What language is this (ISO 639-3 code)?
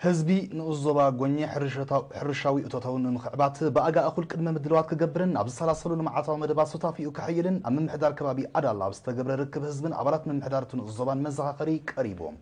tir